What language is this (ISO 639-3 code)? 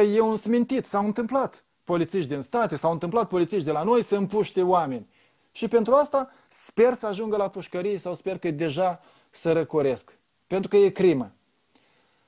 ron